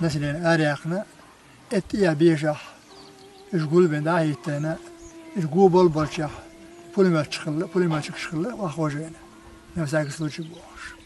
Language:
Chechen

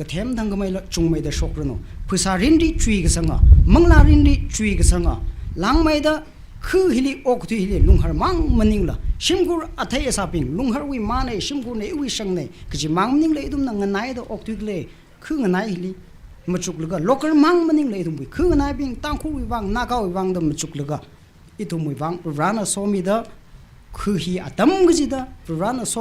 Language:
Tangkhul Naga (India)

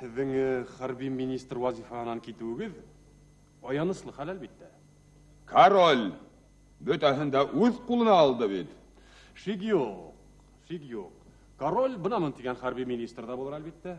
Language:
Bashkir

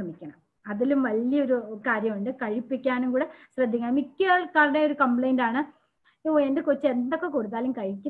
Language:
Malayalam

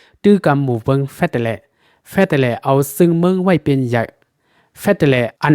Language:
Shan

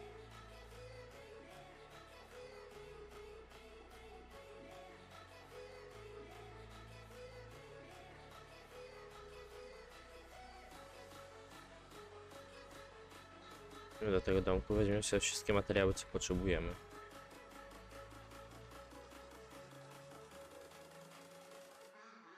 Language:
Polish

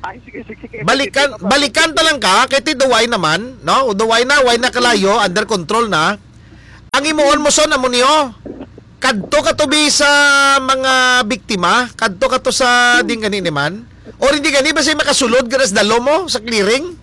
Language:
Hiligaynon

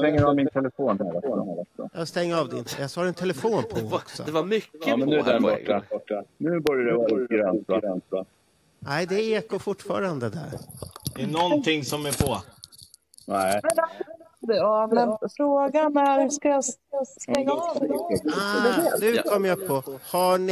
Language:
Swedish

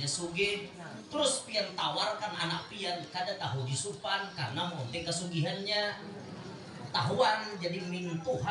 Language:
Banjar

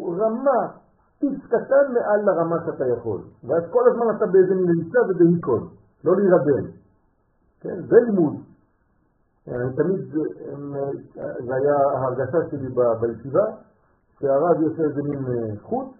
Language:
Hebrew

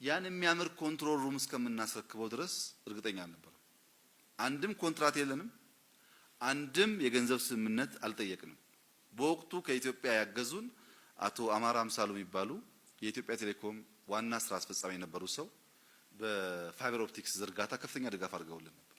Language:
Amharic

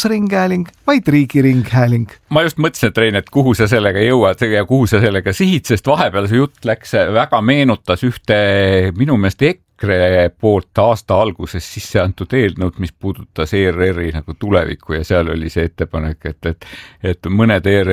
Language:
Estonian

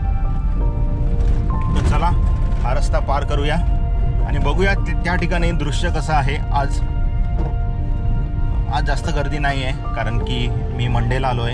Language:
Marathi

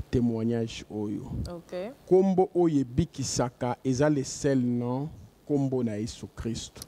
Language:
Lingala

